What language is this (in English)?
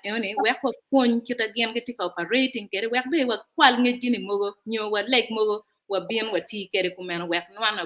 Acoli